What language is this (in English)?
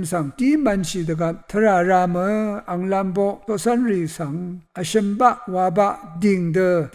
Rawang